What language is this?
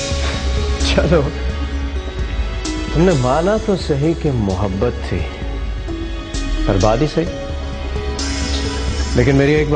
Hindi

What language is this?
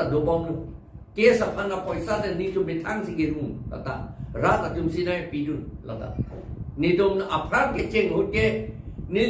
Karbi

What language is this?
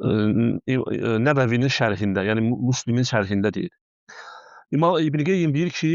Azerbaijani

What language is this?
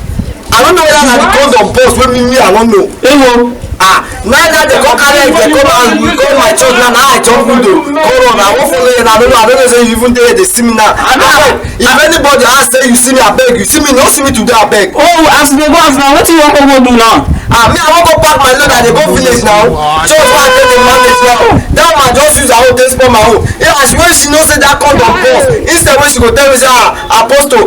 Nigerian Pidgin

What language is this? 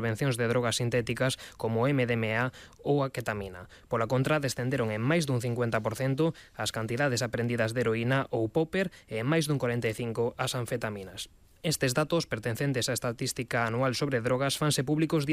Galician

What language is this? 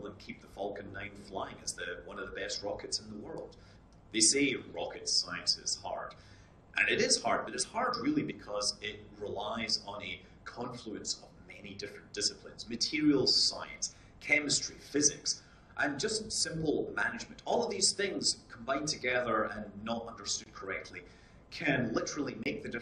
English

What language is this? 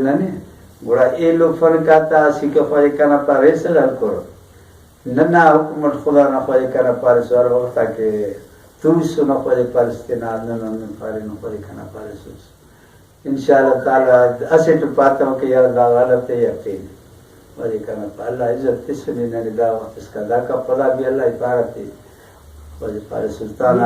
Brahui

